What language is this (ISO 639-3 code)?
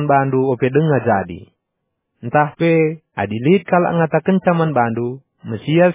btx